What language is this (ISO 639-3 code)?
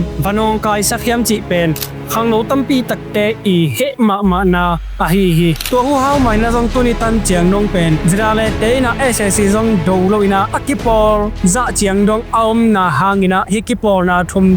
ctd